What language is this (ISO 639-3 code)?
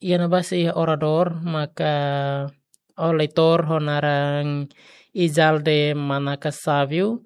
tet